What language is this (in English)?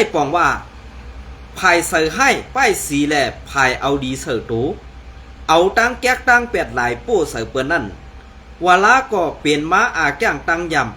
Shan